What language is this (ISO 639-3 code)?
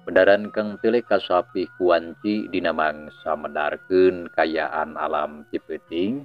sun